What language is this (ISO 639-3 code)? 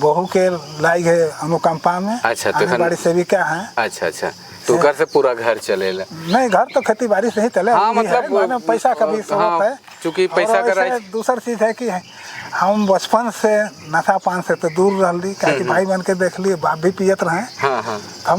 sck